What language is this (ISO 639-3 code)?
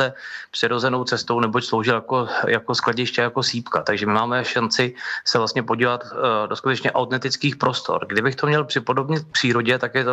ces